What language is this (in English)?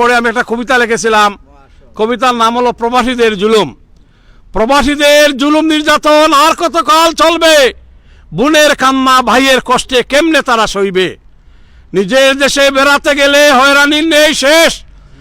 Sylheti